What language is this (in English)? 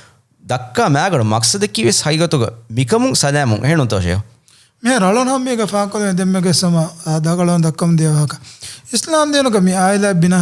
Divehi